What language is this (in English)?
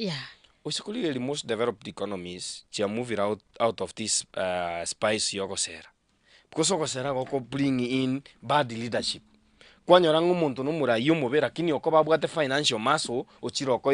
Gusii